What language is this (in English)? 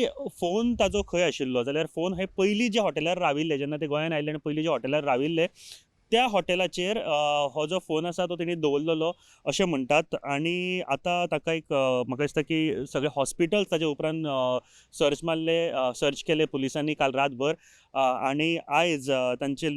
Konkani